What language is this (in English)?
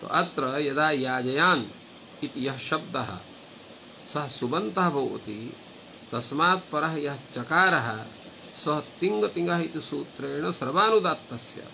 Sanskrit